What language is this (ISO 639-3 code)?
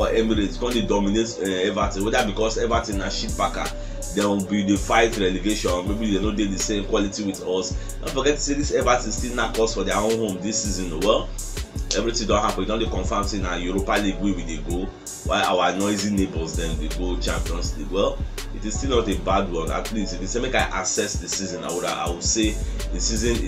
pcm